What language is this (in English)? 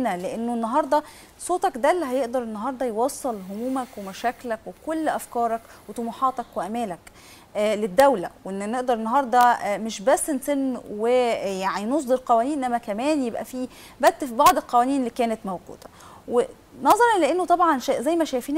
Egyptian Arabic